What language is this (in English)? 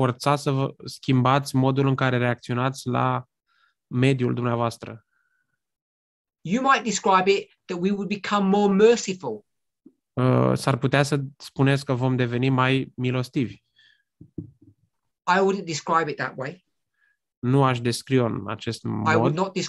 Romanian